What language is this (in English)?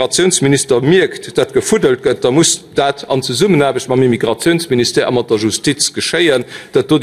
Luxembourgish